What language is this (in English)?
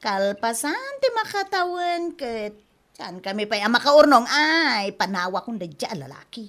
Iloko